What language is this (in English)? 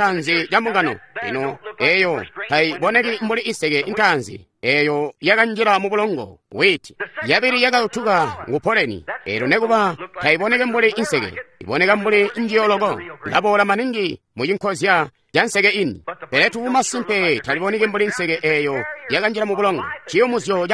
Tonga (Zambia)